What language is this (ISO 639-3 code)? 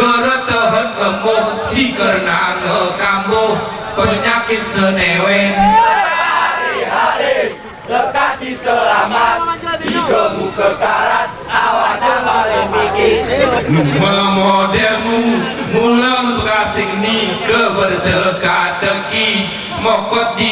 gay